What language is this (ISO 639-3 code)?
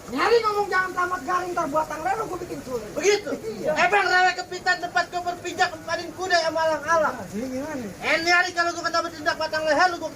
bew